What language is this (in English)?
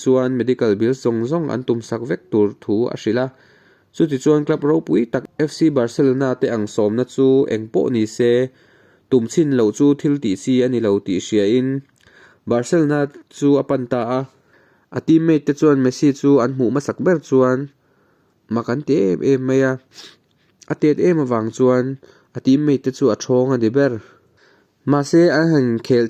Mizo